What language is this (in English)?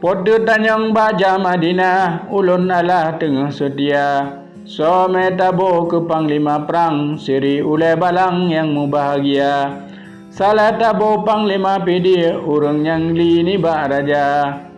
Achinese